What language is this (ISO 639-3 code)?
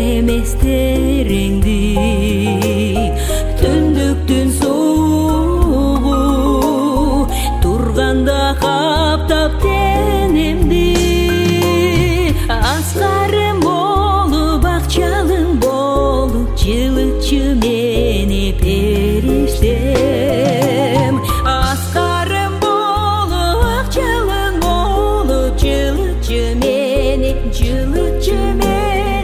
kaz